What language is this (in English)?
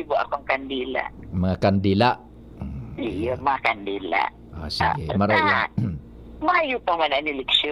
Bikol